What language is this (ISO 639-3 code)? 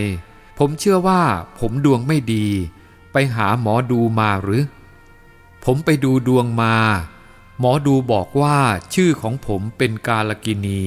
tha